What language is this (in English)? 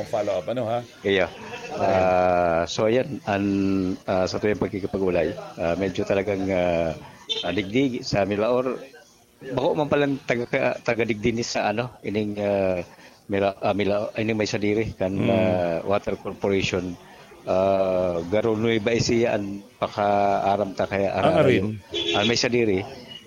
Bikol